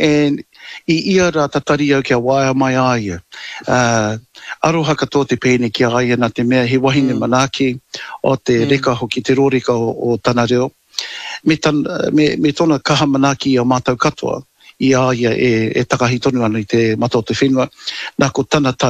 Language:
Māori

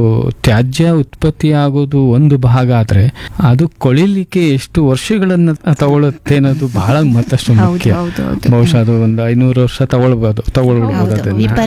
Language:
Kannada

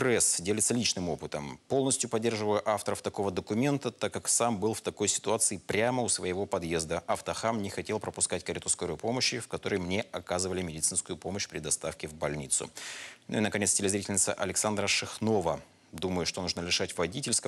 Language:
Russian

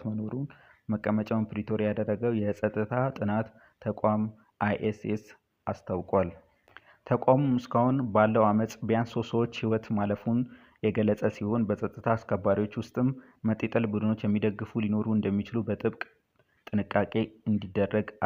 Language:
Amharic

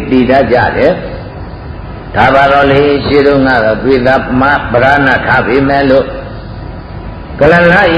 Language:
Burmese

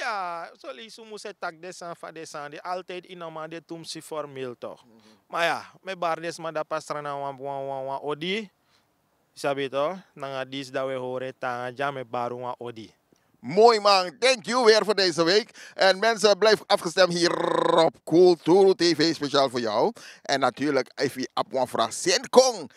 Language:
Sranan Tongo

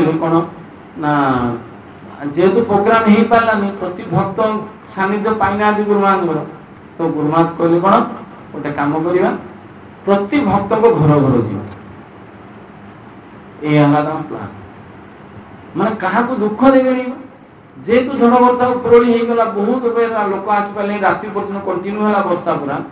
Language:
Odia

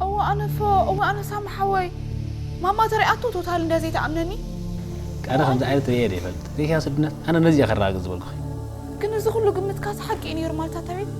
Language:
Tigrinya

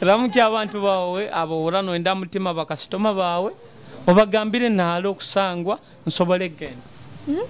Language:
Nyoro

